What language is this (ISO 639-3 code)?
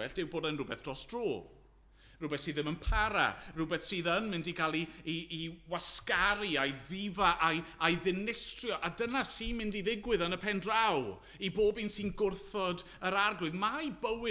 cym